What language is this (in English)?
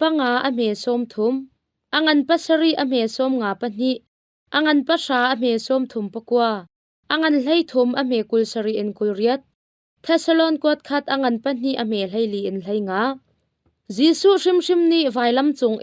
Hakha Chin